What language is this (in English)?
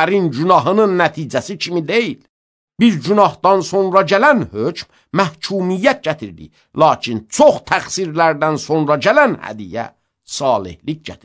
Azerbaijani